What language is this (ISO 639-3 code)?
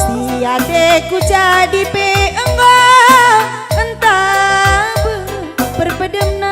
btx